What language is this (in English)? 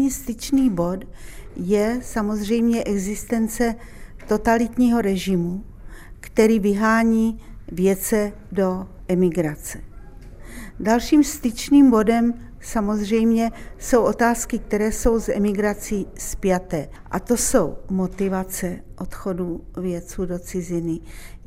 Czech